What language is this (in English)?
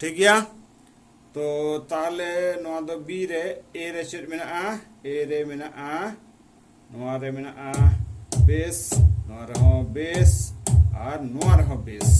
Santali